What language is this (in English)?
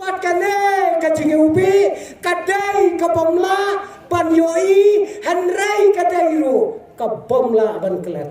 Khasi